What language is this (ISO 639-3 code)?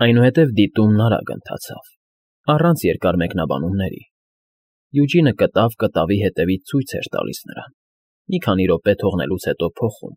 hye